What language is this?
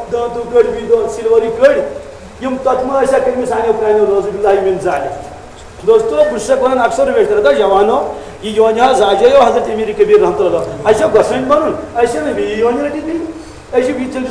Kashmiri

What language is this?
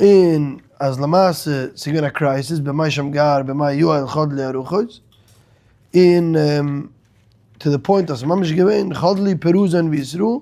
Yiddish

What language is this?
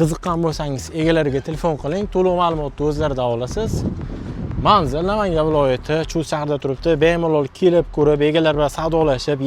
Uzbek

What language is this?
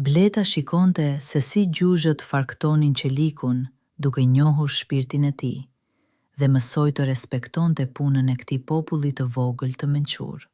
Albanian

